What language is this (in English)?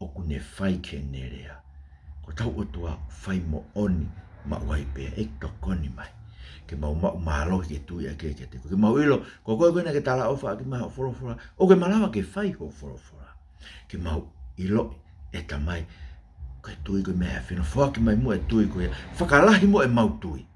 Tongan